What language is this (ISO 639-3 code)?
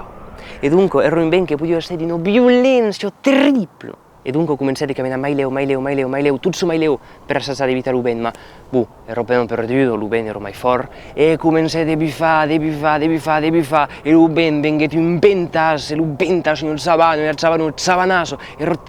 oci